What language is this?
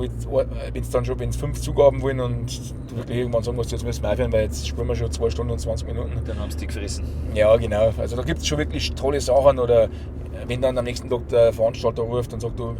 Bavarian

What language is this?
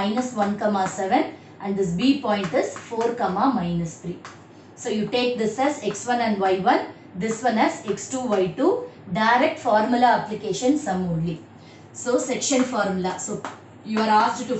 English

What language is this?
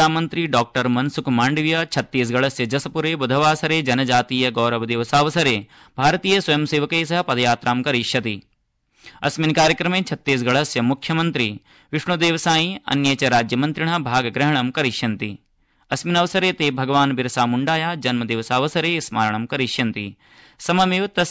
Sanskrit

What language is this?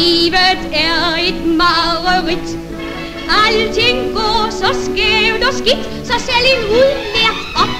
Danish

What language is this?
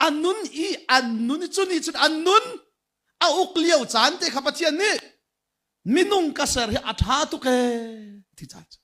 Hakha Chin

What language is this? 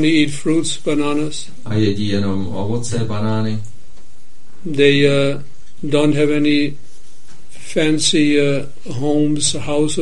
Czech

